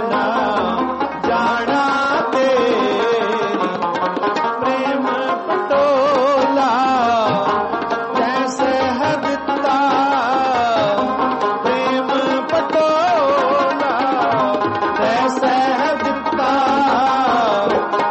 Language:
Punjabi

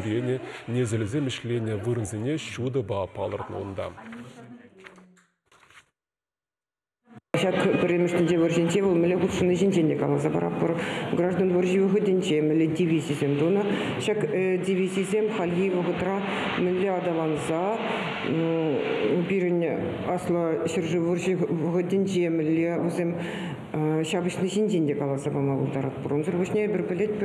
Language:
Chuvash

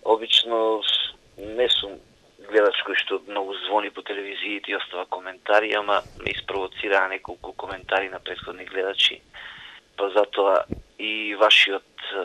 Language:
Macedonian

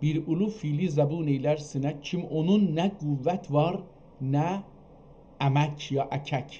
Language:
South Azerbaijani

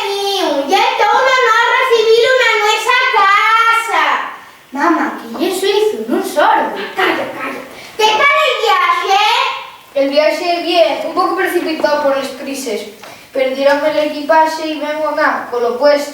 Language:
Asturian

